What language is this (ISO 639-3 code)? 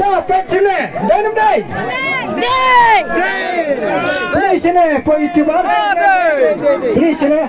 kha